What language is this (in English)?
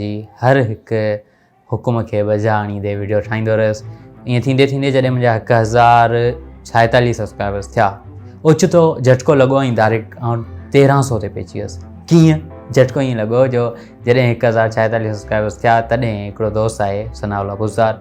Sindhi